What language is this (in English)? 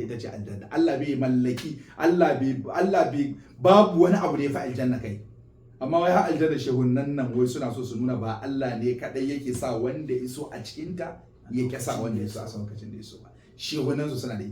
Hausa